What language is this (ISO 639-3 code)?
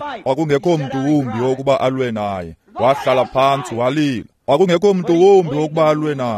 xho